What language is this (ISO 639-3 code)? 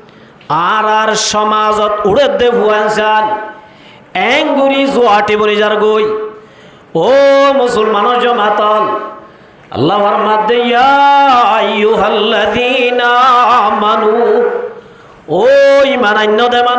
rhg